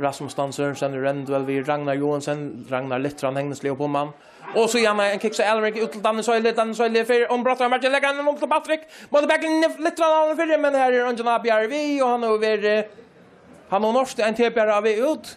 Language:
Faroese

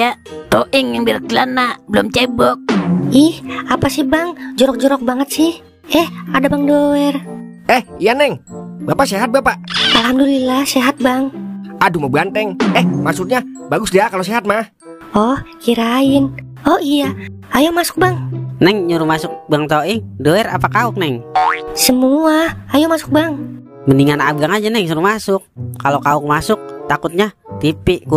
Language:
Betawi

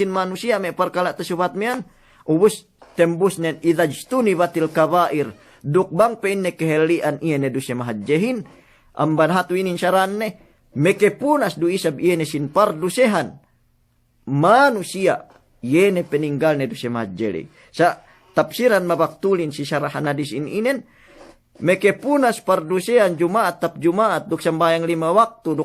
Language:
Yakan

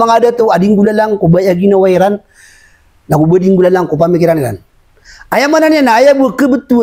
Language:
Maranao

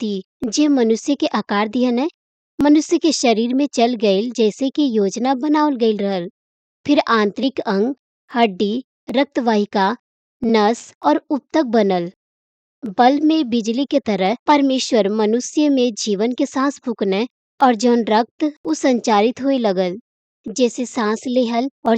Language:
Bhojpuri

